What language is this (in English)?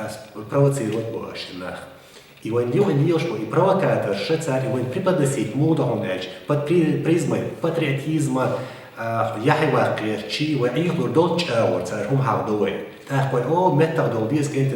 Chechen